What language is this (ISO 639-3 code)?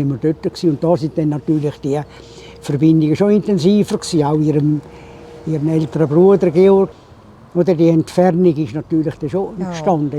gsw